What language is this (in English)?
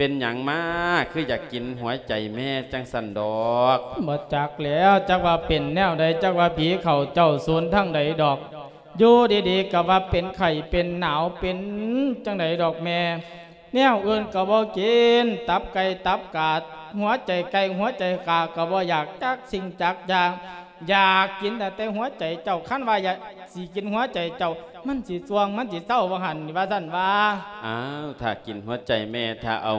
Lao